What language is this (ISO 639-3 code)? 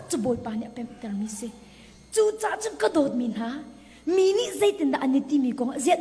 cnh